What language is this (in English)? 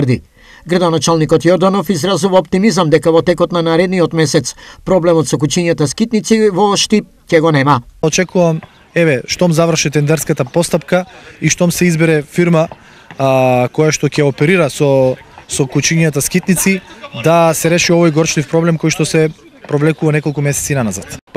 Macedonian